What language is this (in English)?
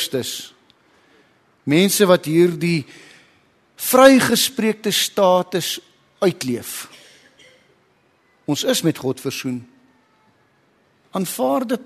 Afrikaans